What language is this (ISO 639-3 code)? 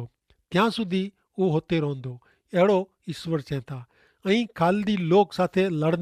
kfr